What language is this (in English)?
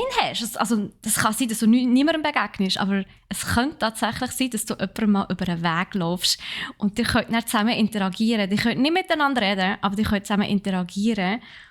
Swiss German